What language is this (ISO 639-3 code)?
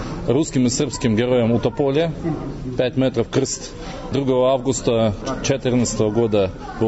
srp